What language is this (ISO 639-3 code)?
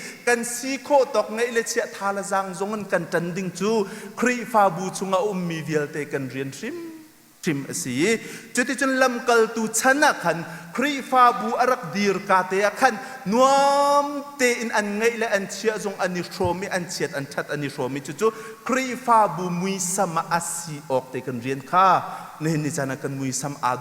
cnh